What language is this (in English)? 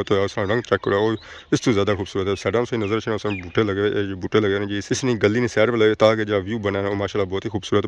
Pahari-Potwari